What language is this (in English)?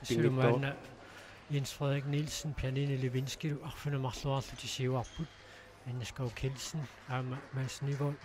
Kalaallisut